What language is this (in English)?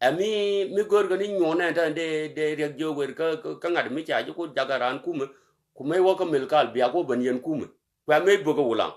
Nuer